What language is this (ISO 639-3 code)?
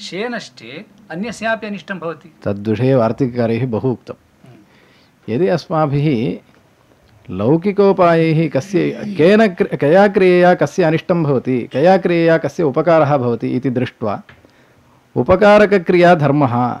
san